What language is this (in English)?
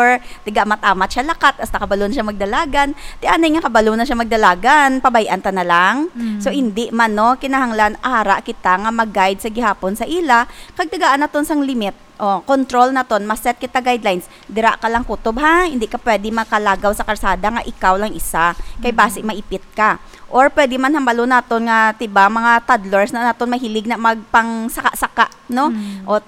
Hiligaynon